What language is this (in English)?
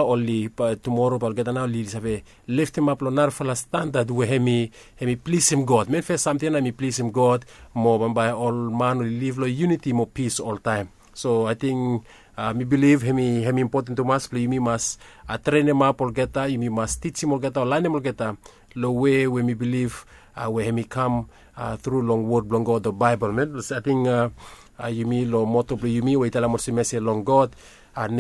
Bislama